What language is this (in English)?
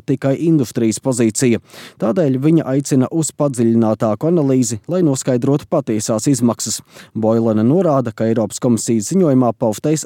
Latvian